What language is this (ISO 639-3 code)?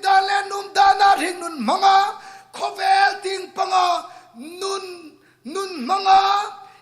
hmr